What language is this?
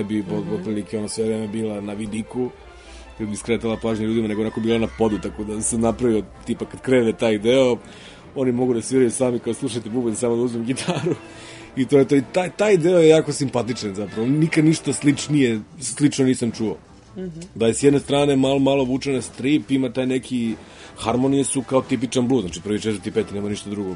Serbian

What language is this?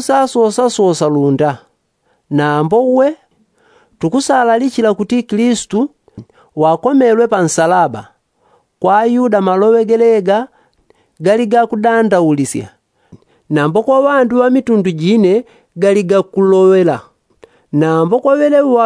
Yao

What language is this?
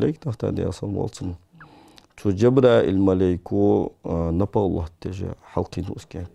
Ingush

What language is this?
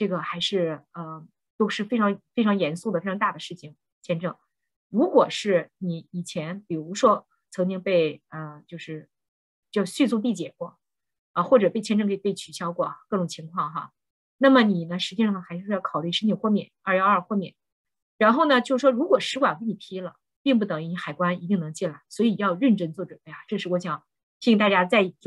Chinese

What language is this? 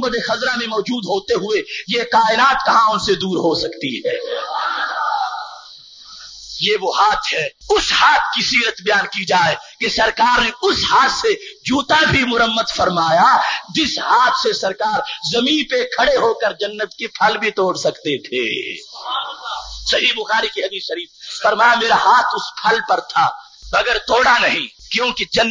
Urdu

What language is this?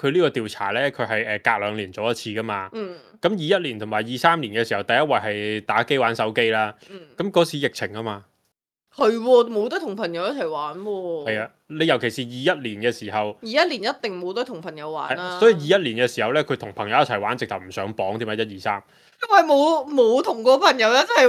Cantonese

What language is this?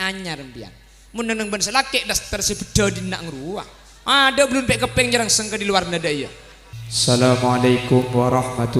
Madurese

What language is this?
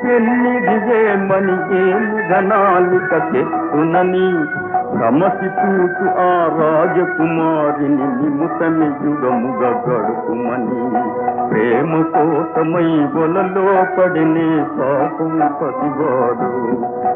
Telugu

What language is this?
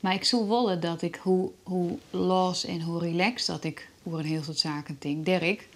Western Frisian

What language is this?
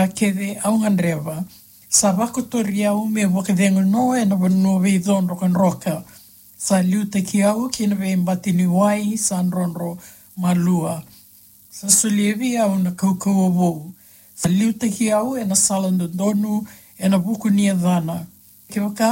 Fijian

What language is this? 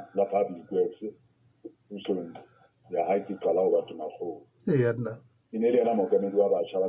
Southern Sotho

